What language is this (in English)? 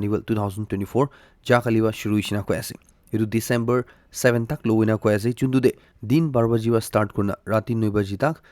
Naga Pidgin